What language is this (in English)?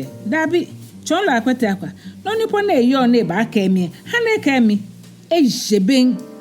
Ga